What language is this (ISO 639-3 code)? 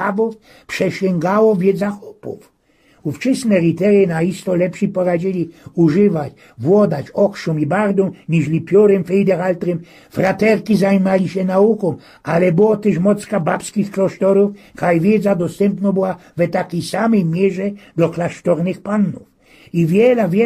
szl